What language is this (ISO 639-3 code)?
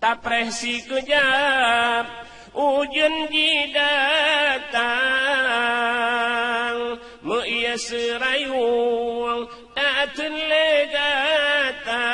ace